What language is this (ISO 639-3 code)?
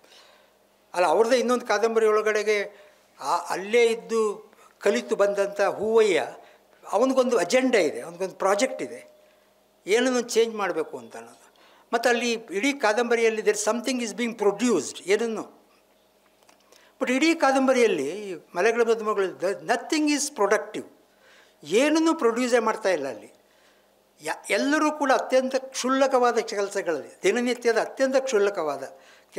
kan